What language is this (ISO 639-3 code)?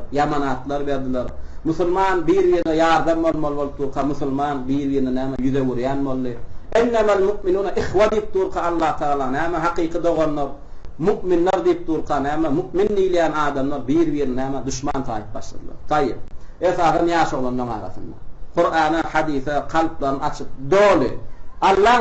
tuk